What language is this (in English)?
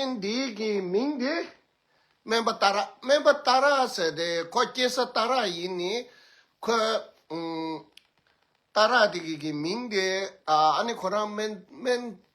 Tibetan